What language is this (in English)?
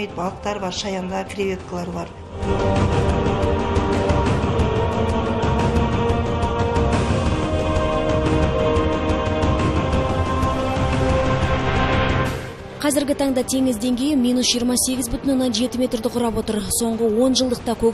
Kazakh